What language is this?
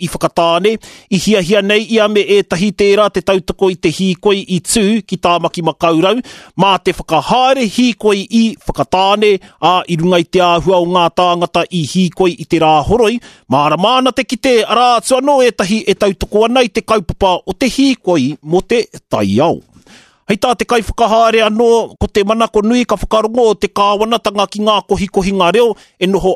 Māori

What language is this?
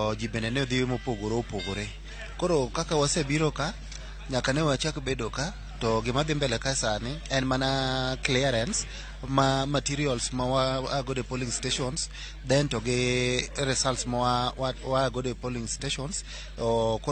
Luo (Kenya and Tanzania)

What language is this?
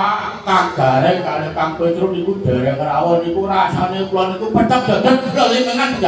Javanese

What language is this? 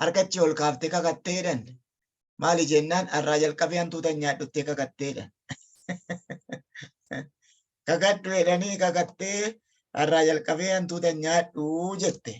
Oromo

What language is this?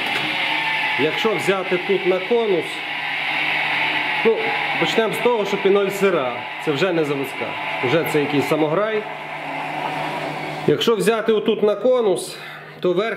Ukrainian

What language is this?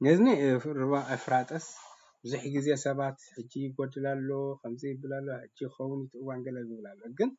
Tigrinya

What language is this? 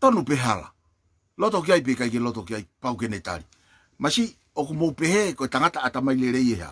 Tongan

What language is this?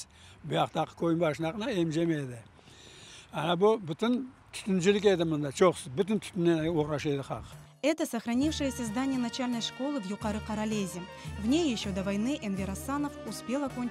Crimean Tatar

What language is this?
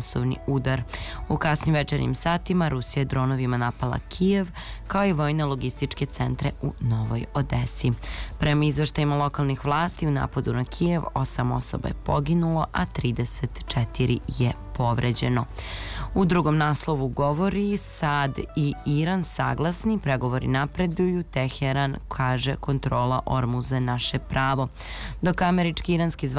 Serbian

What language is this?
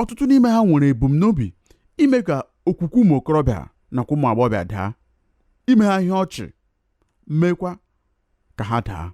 Igbo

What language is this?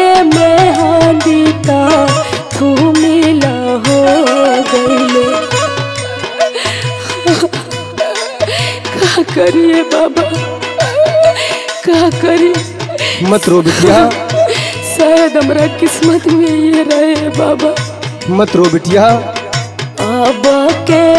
Bhojpuri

